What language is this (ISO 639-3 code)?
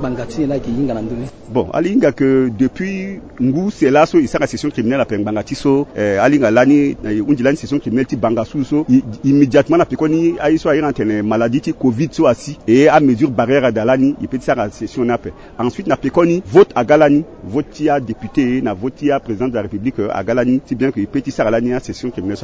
sag